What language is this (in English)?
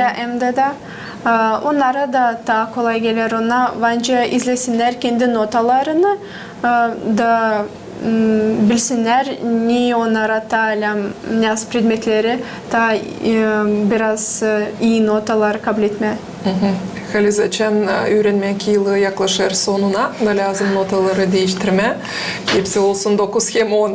Gagauz